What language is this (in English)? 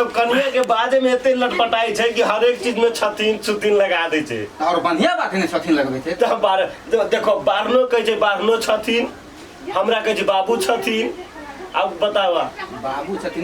Maithili